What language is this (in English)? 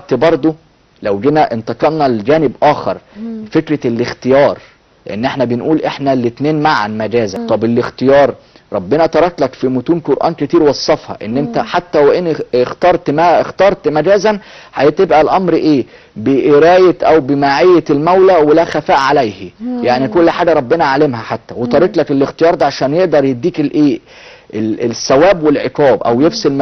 Egyptian Arabic